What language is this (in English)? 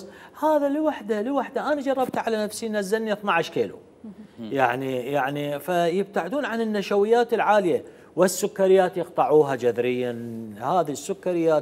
Mesopotamian Arabic